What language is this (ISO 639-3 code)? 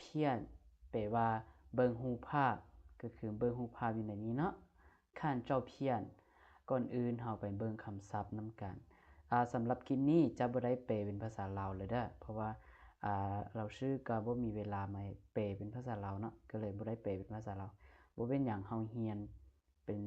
lao